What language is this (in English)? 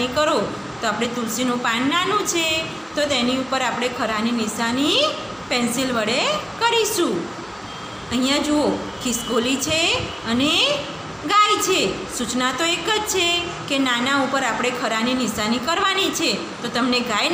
Gujarati